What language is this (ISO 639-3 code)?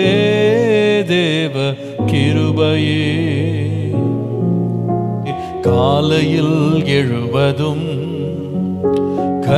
tam